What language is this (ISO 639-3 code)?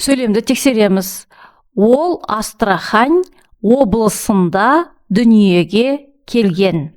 kaz